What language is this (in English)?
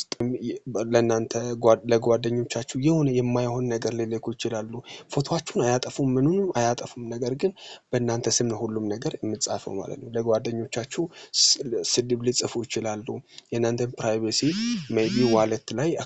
Amharic